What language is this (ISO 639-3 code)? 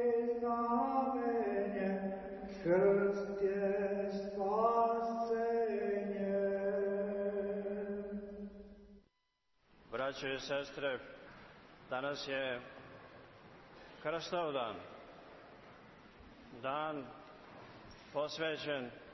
srp